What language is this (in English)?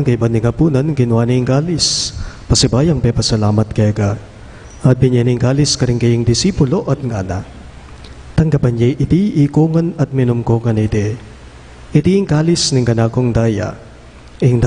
Pampanga